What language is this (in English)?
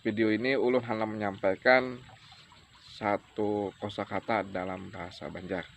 Banjar